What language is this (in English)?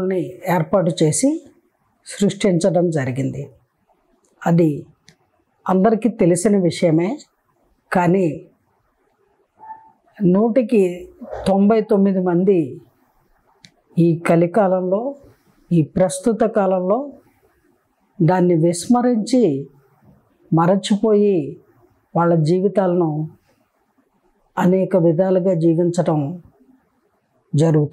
Telugu